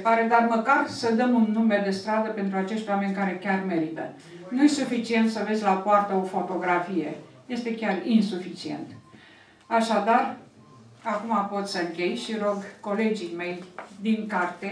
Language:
Romanian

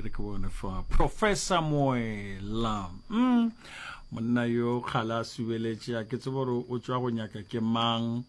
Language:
Northern Sotho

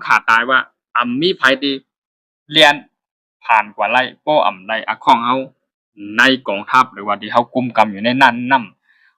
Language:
Shan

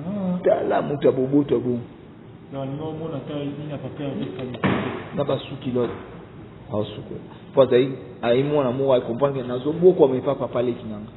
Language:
Lingala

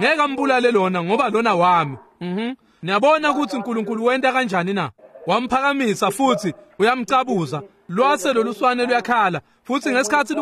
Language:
Swati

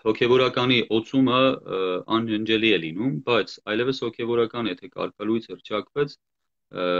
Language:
Armenian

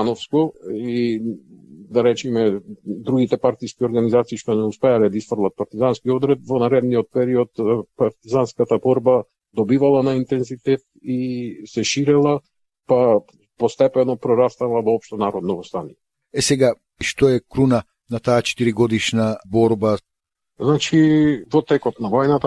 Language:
Macedonian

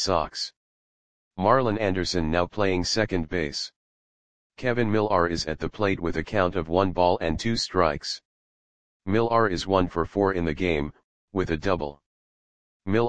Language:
English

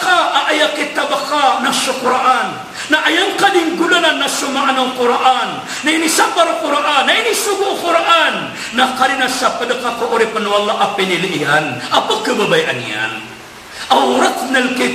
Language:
Maranao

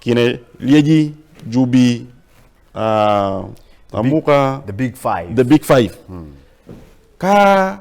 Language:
Acoli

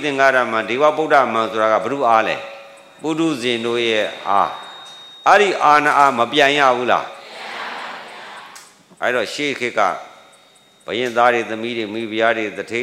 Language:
Burmese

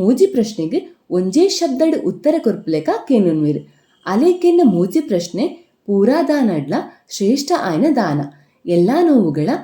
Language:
Tulu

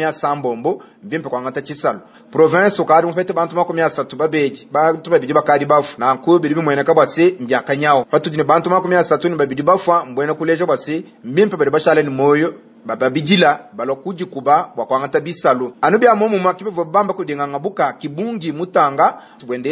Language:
Luba-Lulua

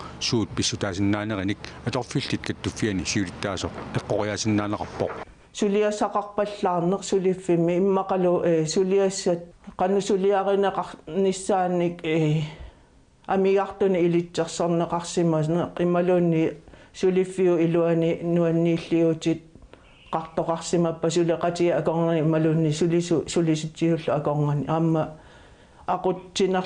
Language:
Kalaallisut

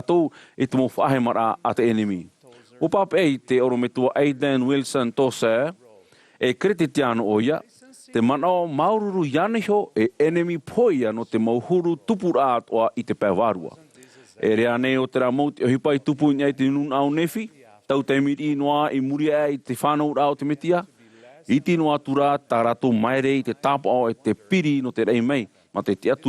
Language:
Tahitian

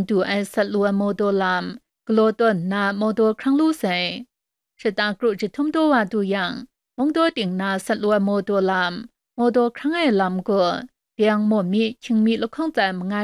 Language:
Kachin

